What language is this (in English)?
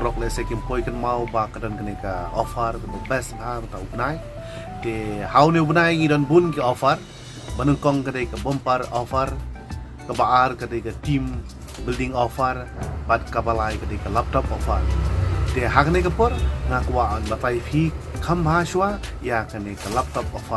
Khasi